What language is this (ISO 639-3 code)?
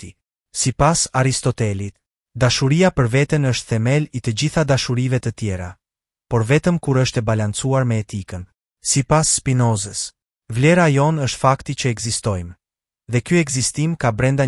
sqi